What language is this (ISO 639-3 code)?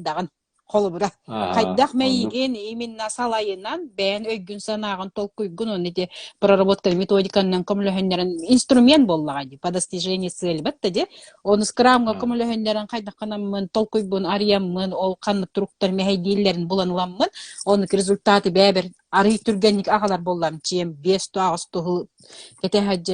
sah